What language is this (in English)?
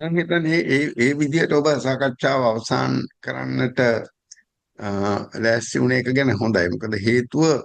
Sinhala